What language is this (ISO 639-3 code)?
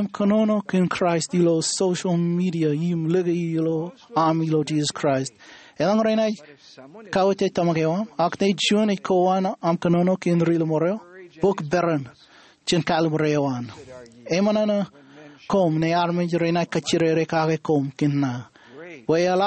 mah